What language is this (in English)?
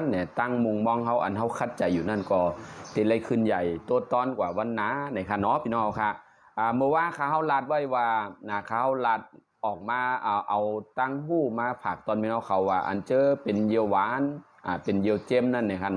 Shan